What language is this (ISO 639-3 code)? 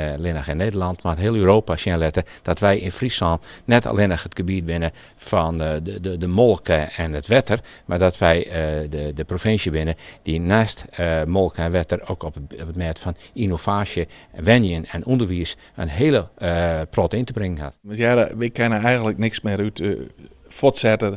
fry